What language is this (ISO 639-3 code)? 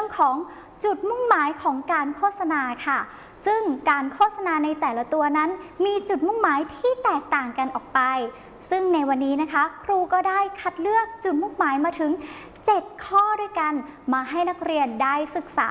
tha